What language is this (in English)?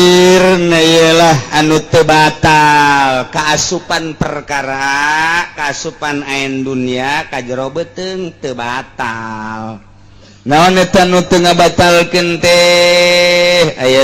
Sundanese